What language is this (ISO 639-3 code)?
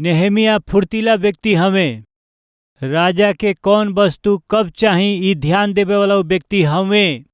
bho